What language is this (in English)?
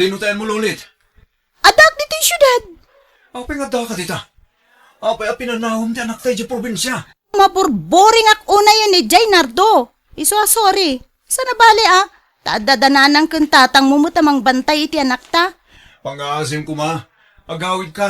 Iloko